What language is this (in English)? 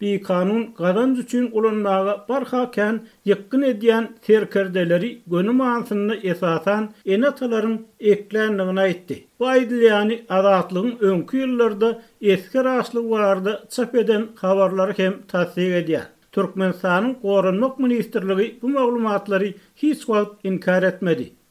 Turkmen